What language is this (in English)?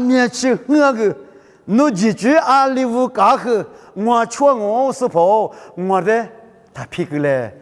Lisu